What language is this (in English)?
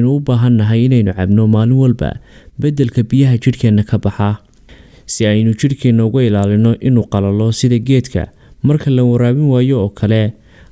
Somali